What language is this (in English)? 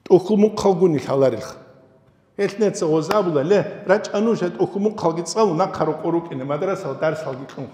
Avaric